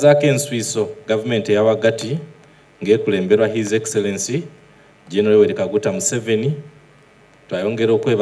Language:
Soga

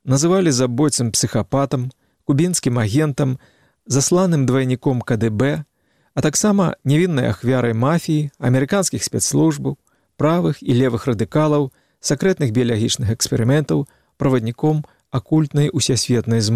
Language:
Belarusian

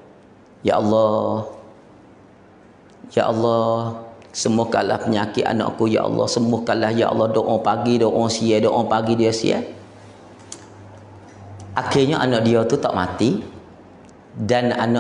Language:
Pattani Malay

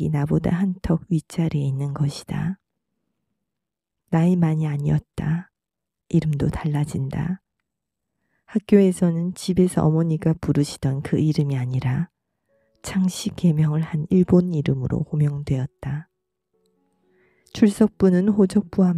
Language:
Korean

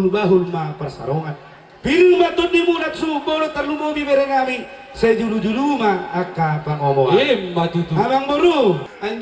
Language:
Batak Toba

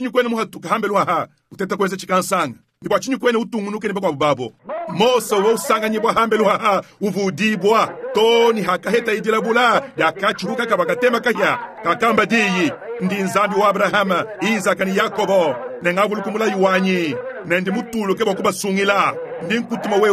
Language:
Luba-Lulua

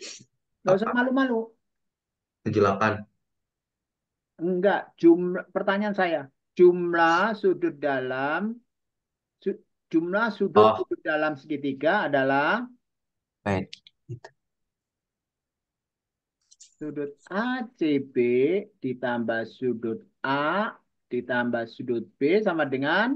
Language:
Indonesian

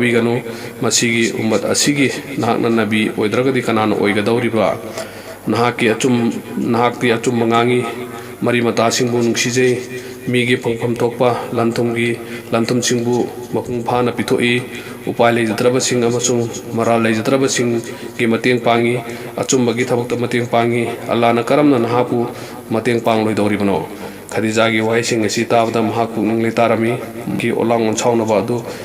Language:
Manipuri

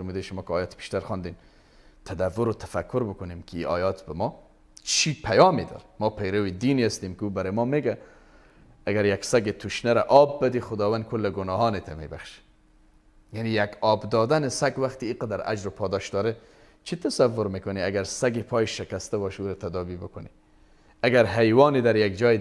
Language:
Persian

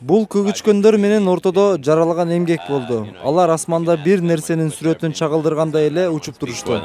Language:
Kyrgyz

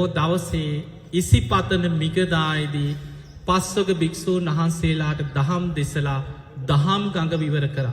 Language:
Sinhala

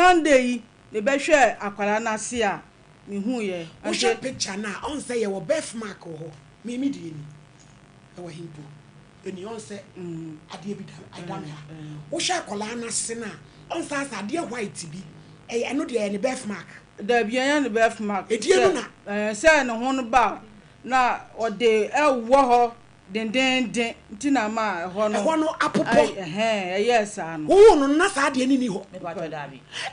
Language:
Akan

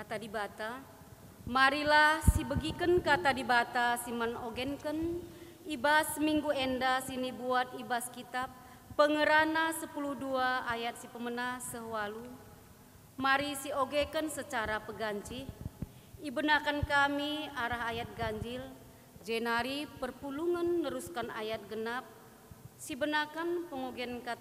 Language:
Batak Karo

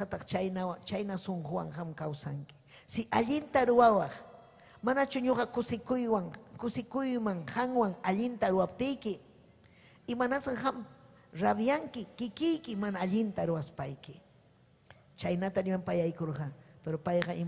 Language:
Ayacucho Quechua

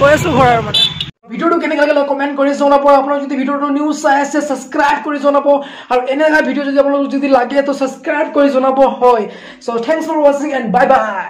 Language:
Assamese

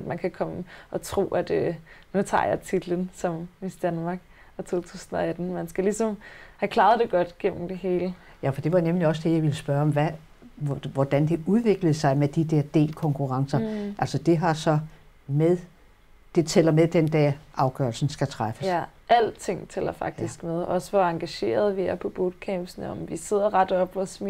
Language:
Danish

